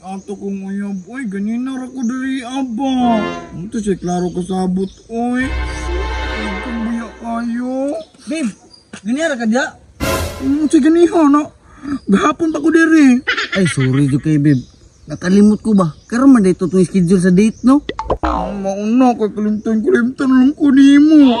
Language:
Cebuano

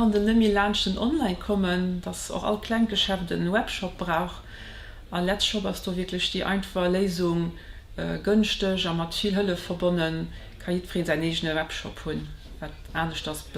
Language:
Luxembourgish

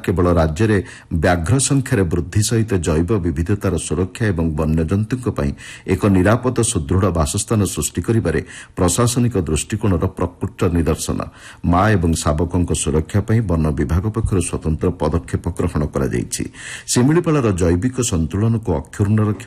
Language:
Odia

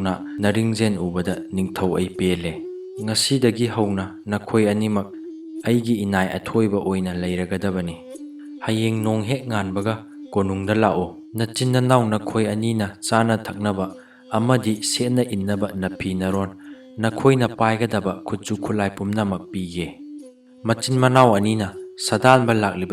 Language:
Manipuri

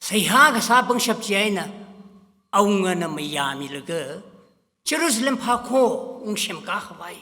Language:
Tangkhul Naga (India)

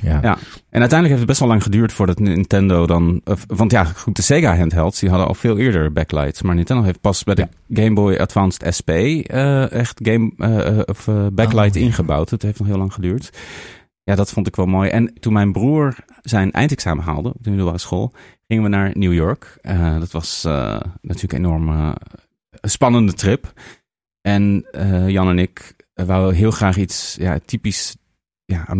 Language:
Dutch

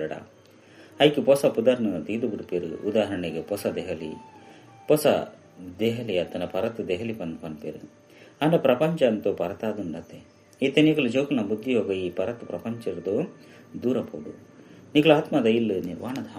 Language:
Tulu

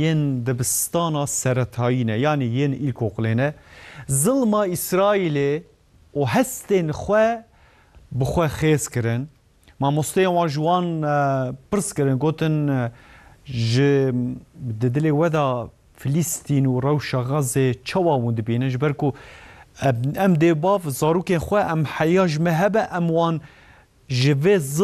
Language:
Kurdish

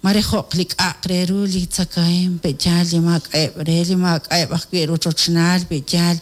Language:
Kekchí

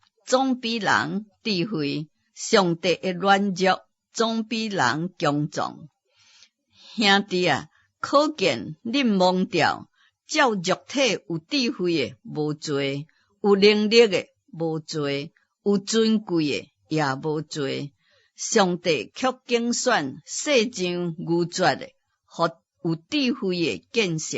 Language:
Min Nan Chinese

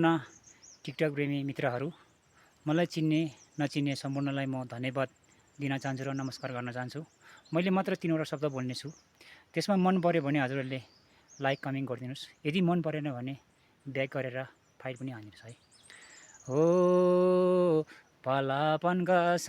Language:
Nepali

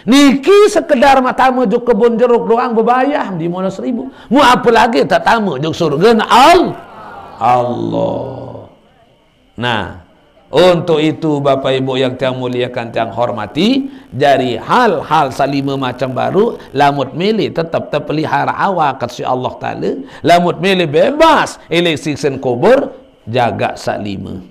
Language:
Sasak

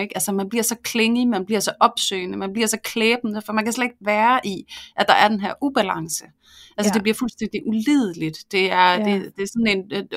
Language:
Danish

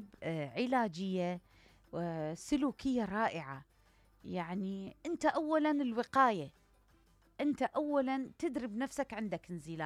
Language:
Mesopotamian Arabic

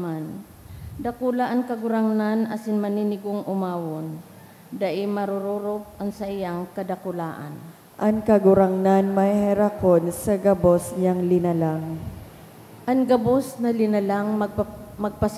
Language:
Bikol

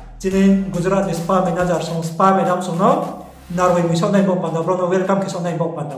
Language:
Riang (India)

